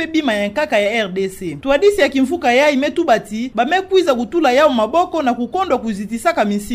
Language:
Kituba (Democratic Republic of Congo)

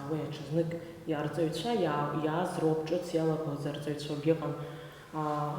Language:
Abkhazian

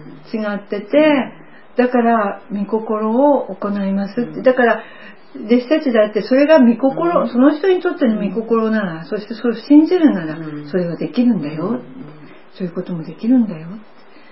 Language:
Japanese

